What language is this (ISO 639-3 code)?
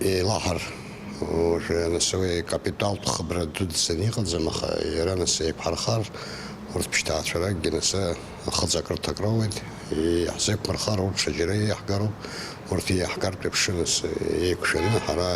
abk